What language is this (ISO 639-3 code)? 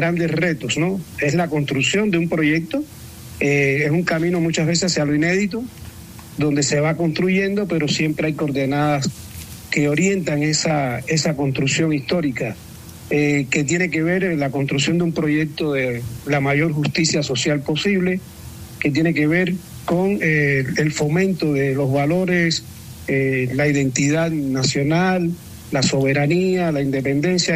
spa